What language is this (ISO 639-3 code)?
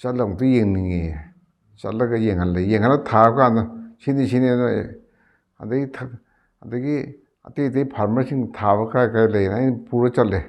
mni